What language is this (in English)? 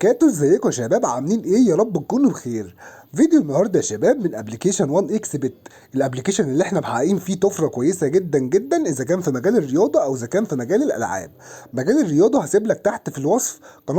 Egyptian Arabic